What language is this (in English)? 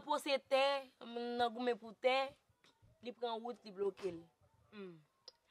Haitian Creole